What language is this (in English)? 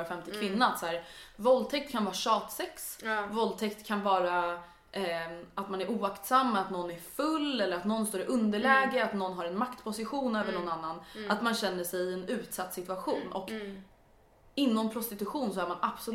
Swedish